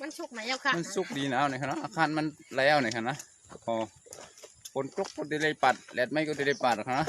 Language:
Shan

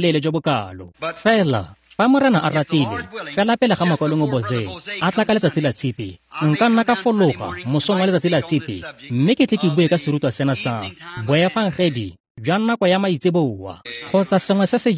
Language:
Tswana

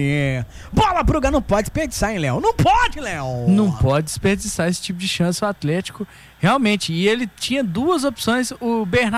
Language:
Portuguese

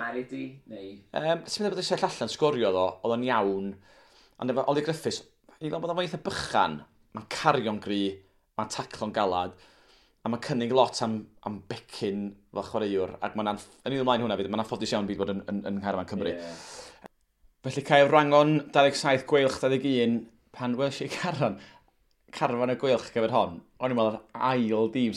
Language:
Welsh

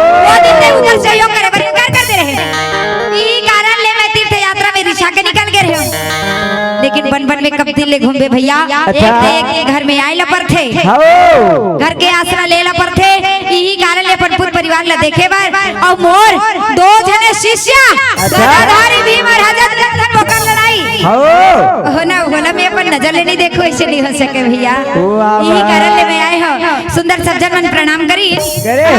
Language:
Chhattisgarhi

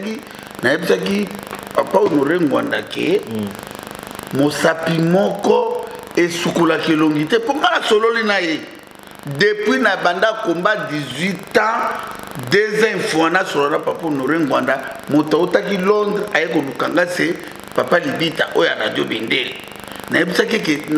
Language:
Lingala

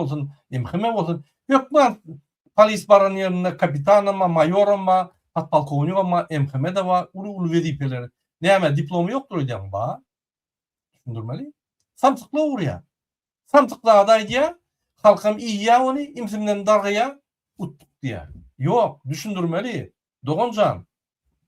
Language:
Turkmen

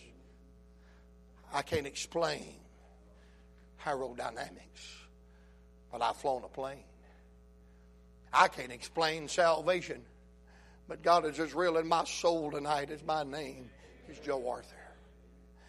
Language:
English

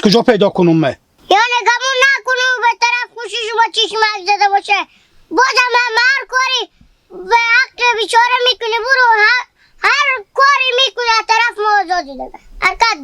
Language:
Hazaragi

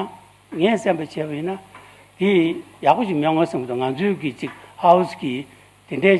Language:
Tibetan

